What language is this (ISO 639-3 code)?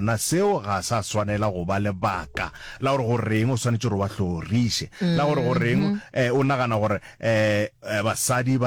nso